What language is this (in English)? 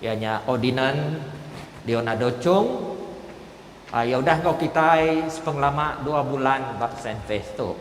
Iban